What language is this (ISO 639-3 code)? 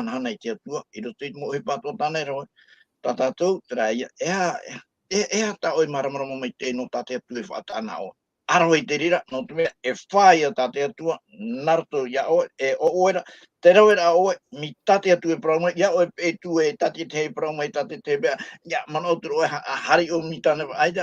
tah